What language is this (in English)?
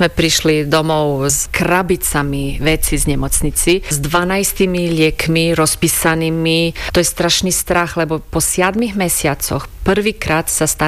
Slovak